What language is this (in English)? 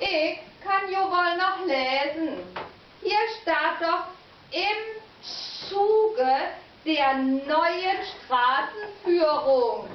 Low German